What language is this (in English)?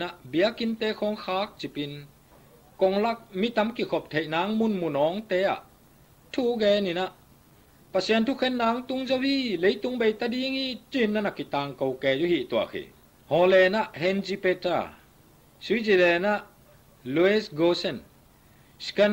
Tedim Chin